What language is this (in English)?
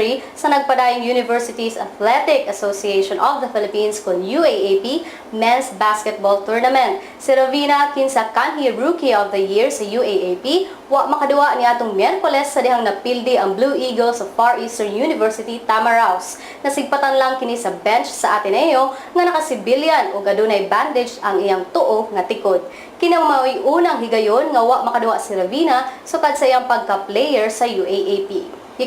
Cebuano